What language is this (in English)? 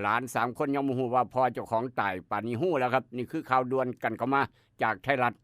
Northeastern Thai